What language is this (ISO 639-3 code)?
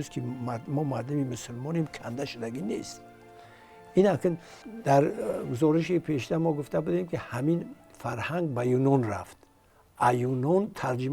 tgk